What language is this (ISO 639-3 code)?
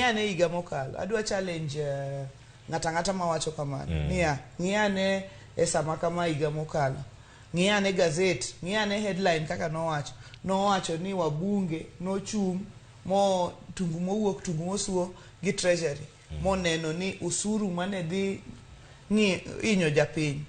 luo